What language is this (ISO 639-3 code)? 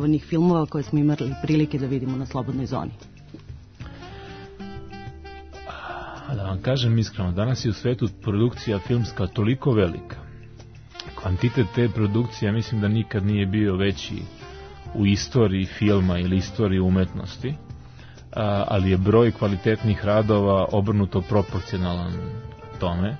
srp